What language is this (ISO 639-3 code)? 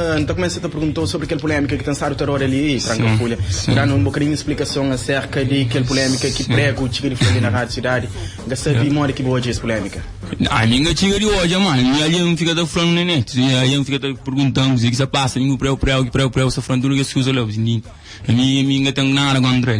kea